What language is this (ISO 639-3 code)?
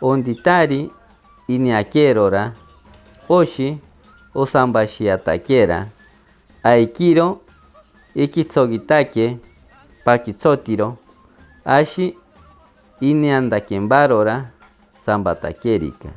mcb